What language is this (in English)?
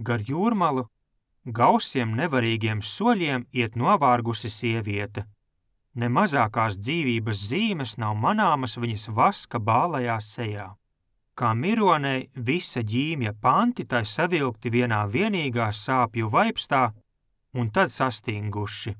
Latvian